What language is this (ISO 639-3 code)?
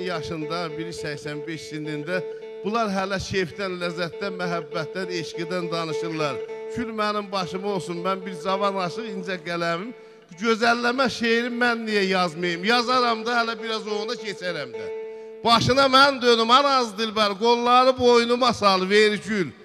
azb